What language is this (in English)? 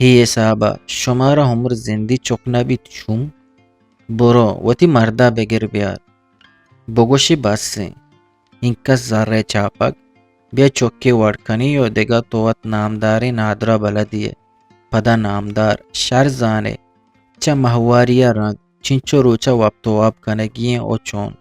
Eastern Balochi